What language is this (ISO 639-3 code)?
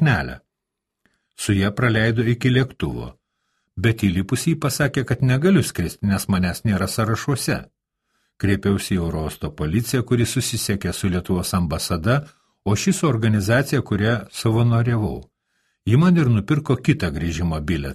lit